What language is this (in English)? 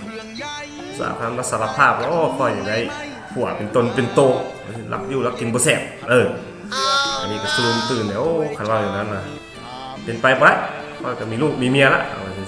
Lao